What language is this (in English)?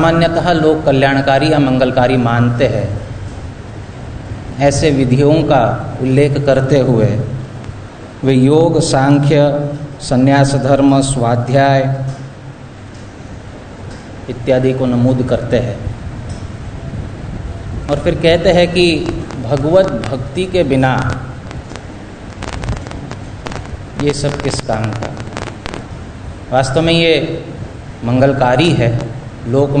Hindi